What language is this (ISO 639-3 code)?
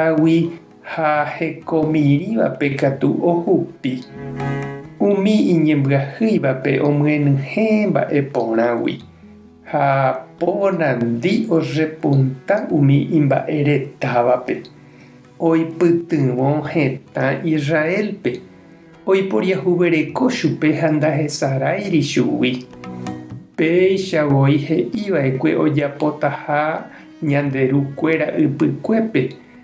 grn